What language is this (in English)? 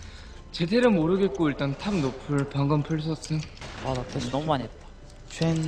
Korean